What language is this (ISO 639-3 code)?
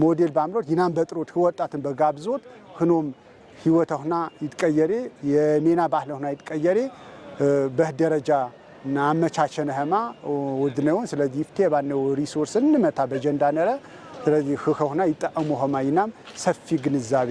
amh